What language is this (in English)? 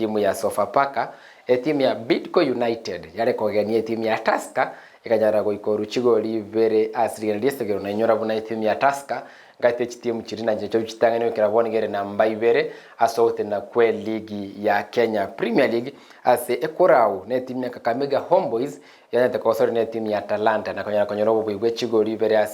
Gusii